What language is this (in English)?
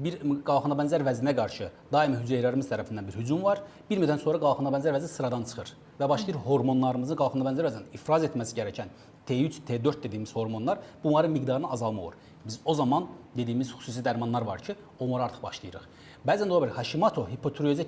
Azerbaijani